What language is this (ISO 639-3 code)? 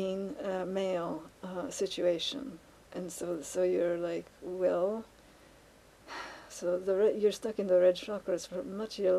eng